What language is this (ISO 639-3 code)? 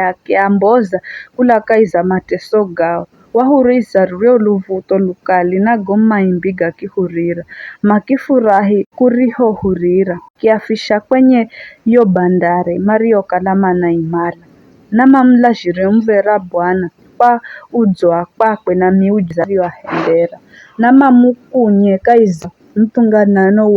nyf